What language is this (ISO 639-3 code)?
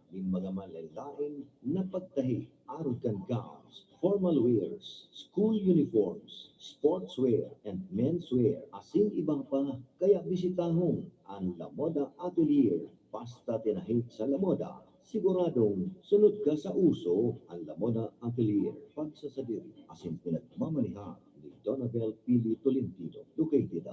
bik